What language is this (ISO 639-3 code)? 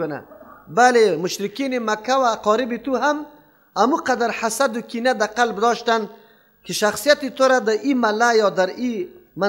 fas